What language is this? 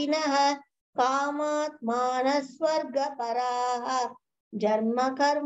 Sanskrit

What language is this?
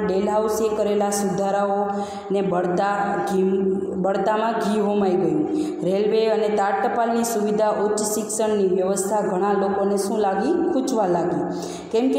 Gujarati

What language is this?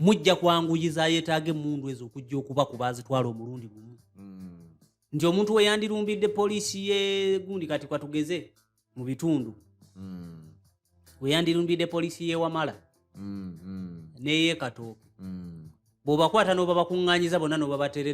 Ganda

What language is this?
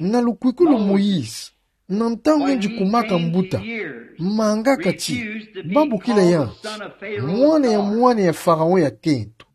Kituba (Democratic Republic of Congo)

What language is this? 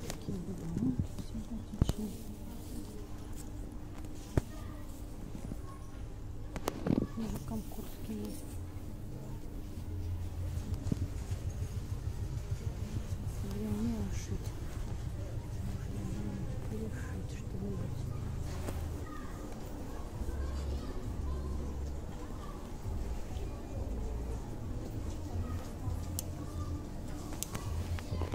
Russian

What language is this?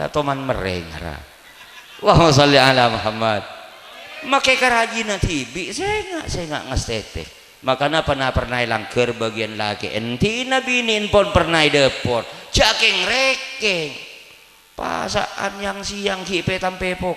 Madurese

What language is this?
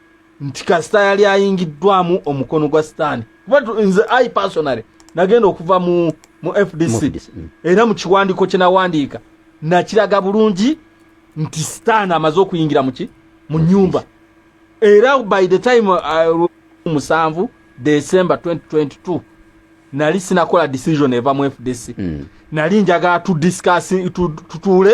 Ganda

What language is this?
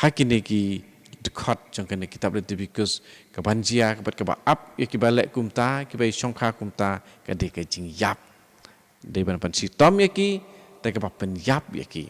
Khasi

